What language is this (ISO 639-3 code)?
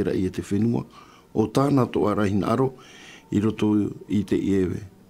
tah